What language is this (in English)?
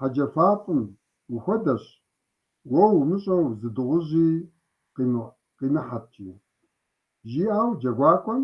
Kabardian